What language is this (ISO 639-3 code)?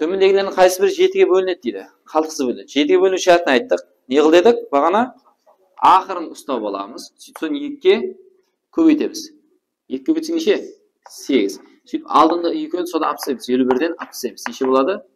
kaa